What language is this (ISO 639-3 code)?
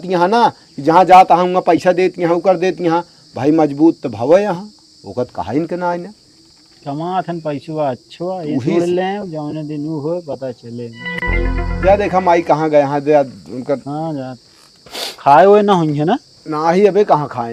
awa